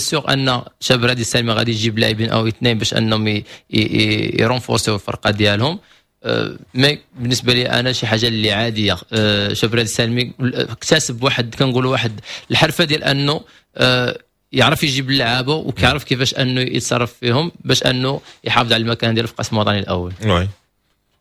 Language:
Moroccan Arabic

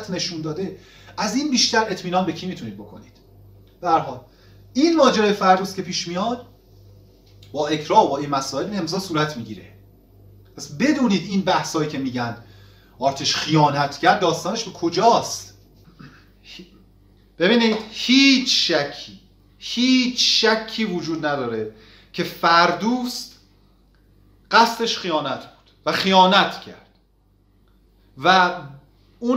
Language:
Persian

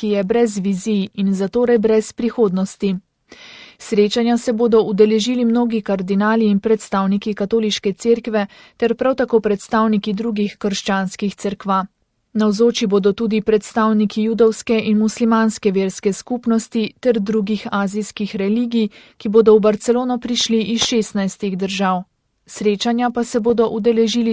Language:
Slovenian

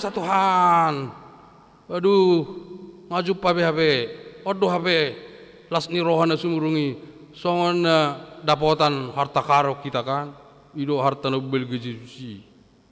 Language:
Batak Toba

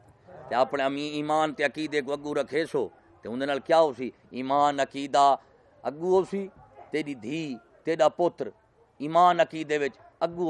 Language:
Saraiki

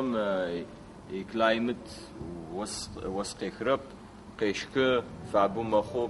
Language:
Adyghe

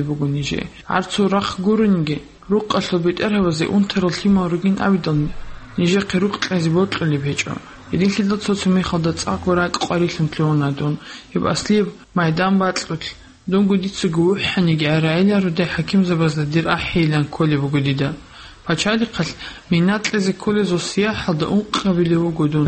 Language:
Avaric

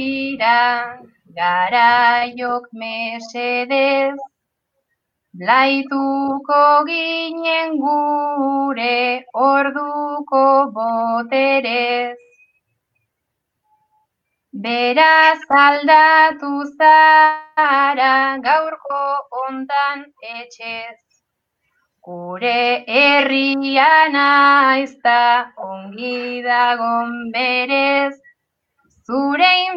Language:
Basque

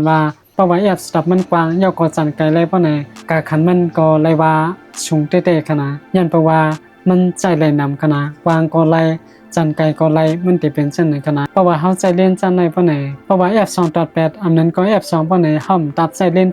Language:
Shan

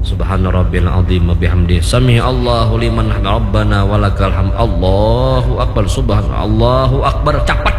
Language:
Banjar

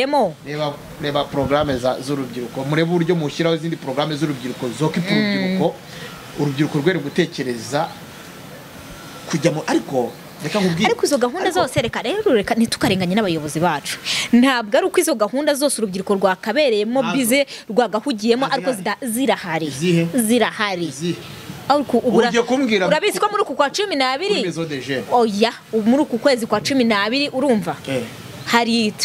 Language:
Kinyarwanda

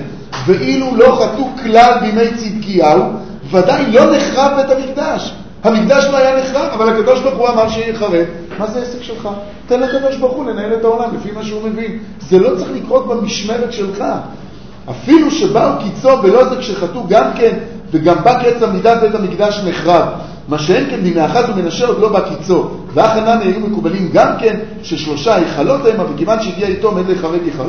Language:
Hebrew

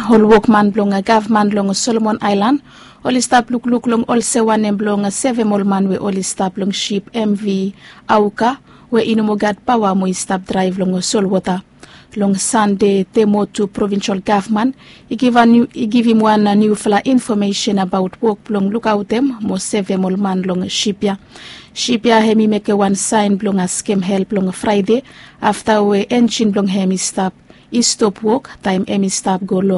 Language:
Bislama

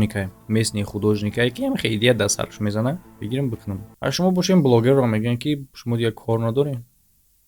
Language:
Tajik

